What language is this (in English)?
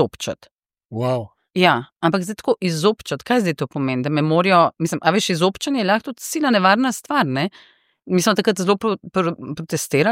Slovenian